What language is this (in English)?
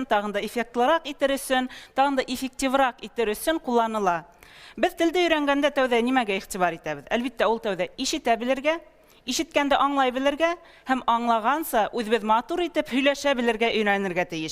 Bashkir